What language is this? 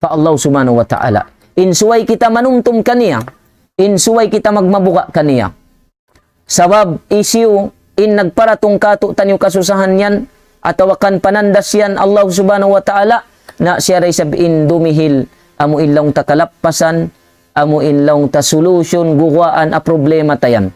Tausug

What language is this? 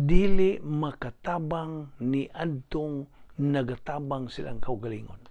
Cebuano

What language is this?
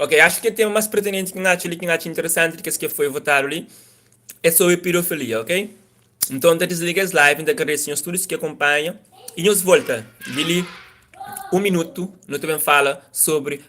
Kabuverdianu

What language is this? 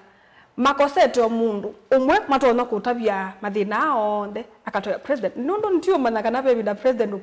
Kamba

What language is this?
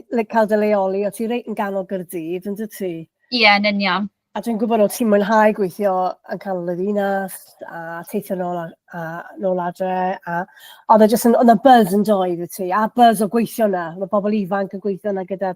Welsh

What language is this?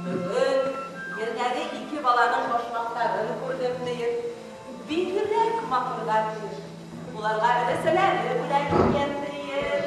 Bashkir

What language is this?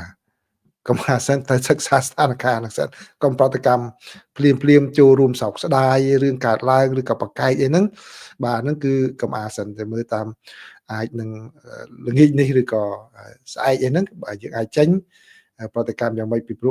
Khmer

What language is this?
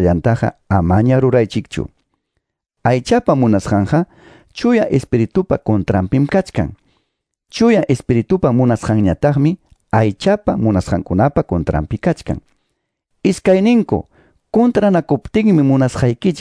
Quechua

